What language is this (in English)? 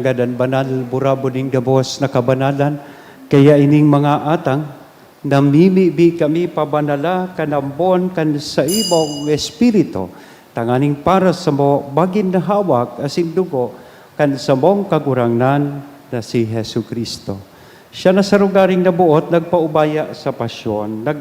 Bikol